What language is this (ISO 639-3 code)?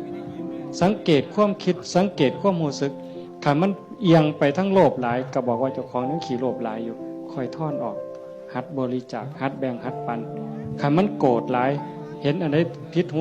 tts